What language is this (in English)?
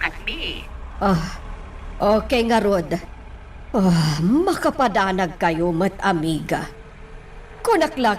Iloko